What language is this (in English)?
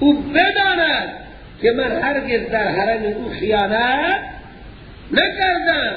Persian